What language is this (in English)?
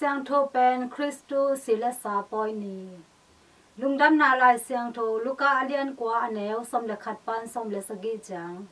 Tedim Chin